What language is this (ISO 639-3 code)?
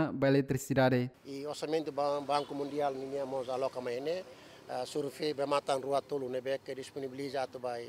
tet